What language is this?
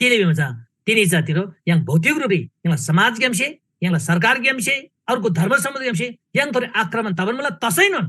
Eastern Tamang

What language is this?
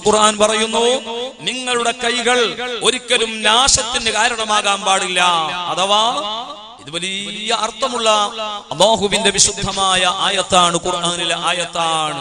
Malayalam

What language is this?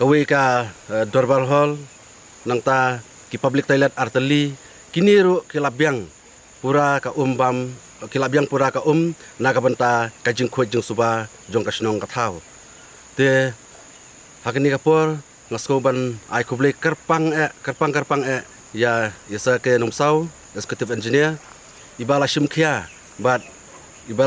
Khasi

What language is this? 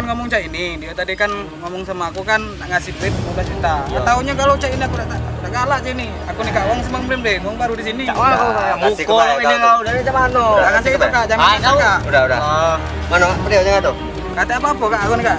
Musi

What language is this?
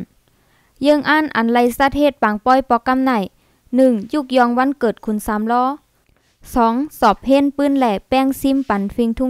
Shan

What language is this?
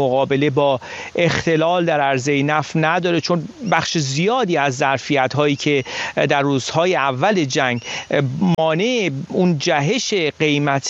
Persian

